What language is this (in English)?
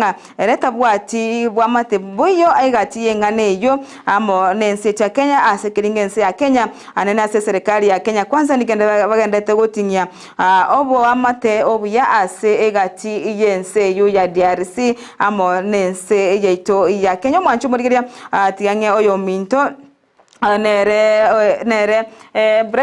Gusii